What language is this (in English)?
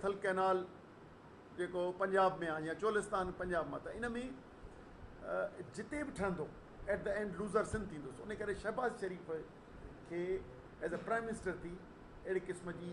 Sindhi